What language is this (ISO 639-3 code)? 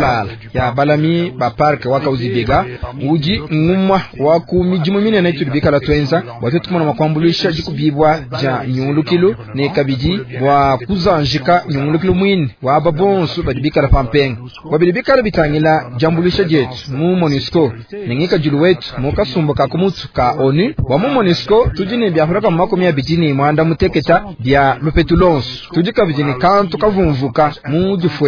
lua